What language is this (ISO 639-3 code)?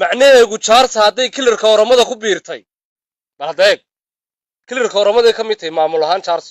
som